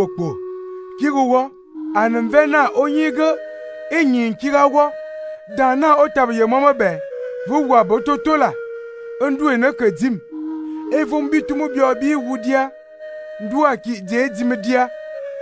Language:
Fang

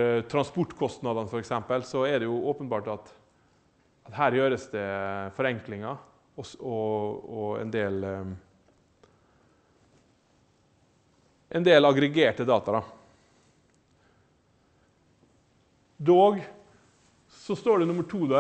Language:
Norwegian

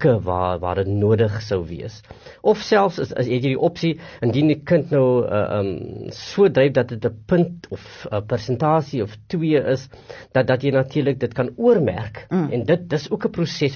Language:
Afrikaans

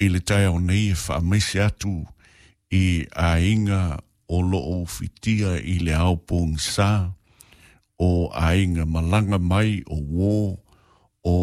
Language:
Samoan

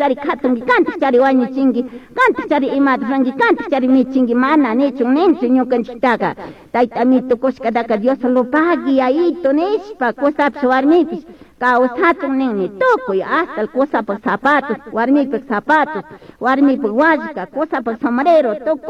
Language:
Chimborazo Highland Quichua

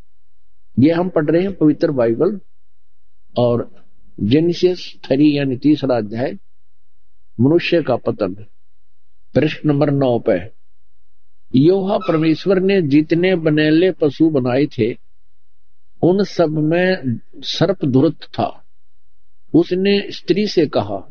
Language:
Hindi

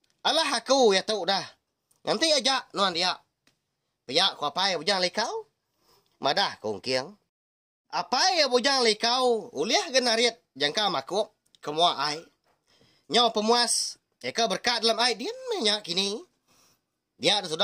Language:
Iban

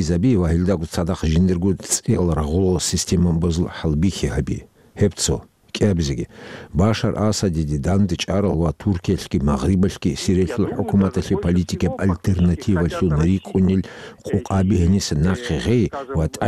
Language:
Avaric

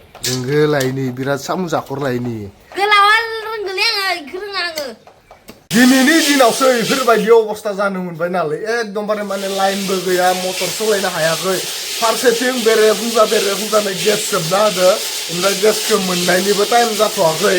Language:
Bodo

